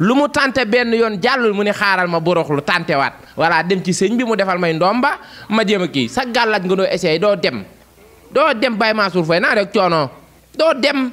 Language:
Wolof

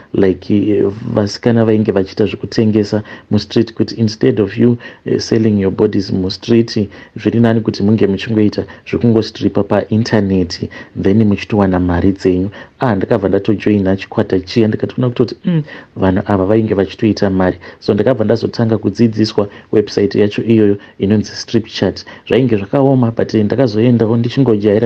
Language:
Shona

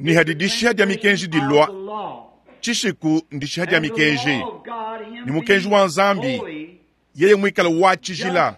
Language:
Luba-Lulua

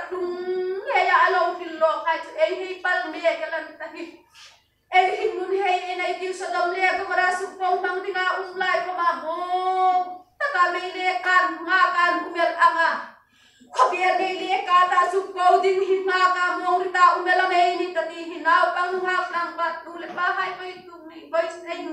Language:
Hmar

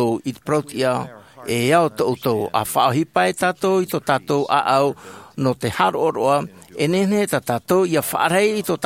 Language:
Tahitian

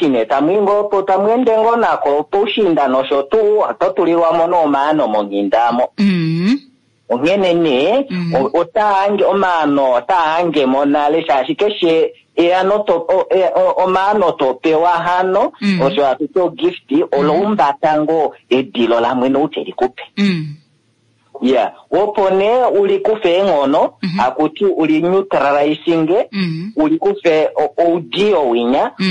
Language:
Kuanyama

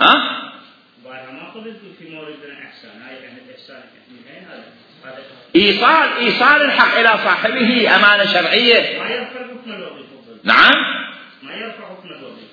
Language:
Mesopotamian Arabic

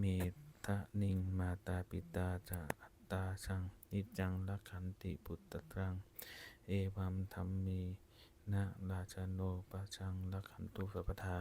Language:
Pali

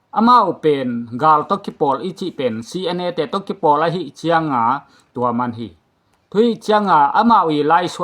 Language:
Tedim Chin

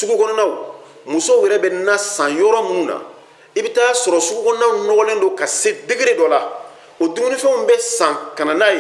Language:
Bambara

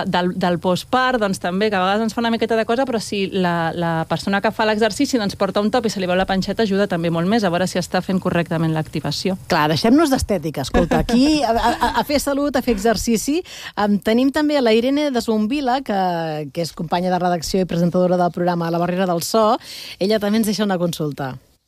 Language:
Catalan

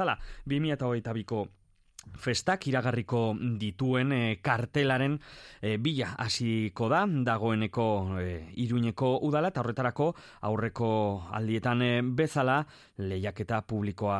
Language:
Basque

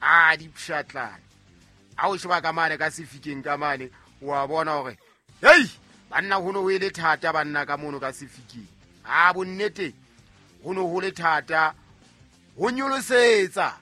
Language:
Southern Sotho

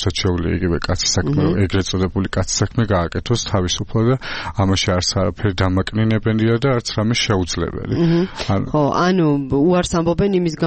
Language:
Georgian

